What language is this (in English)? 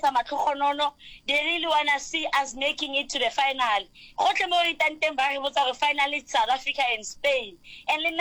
Northern Sotho